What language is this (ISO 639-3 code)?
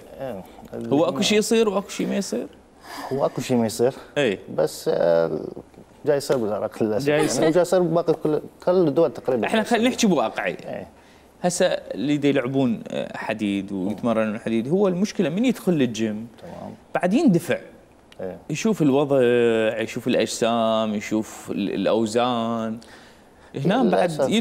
acm